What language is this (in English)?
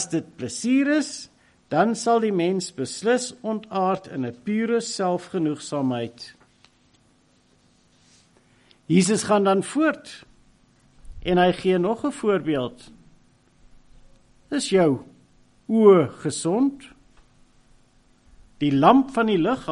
Afrikaans